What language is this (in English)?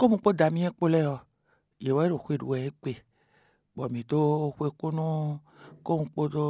Fon